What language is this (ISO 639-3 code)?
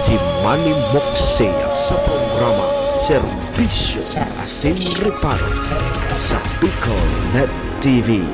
bik